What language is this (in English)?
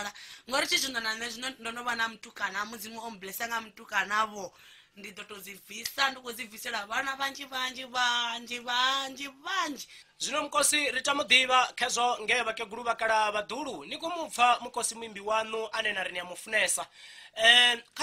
Venda